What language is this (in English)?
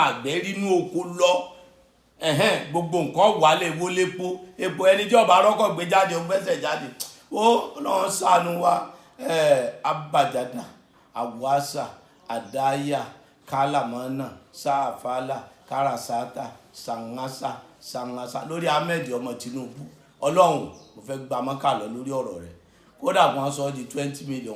Yoruba